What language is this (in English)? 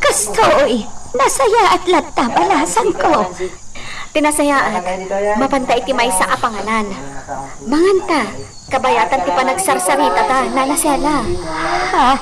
Iloko